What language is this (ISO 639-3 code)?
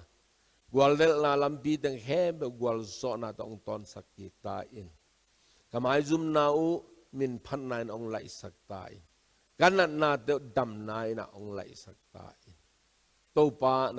ctd